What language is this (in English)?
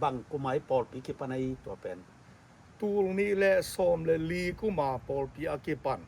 Tedim Chin